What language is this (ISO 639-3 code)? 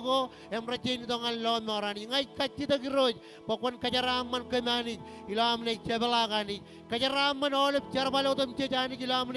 mah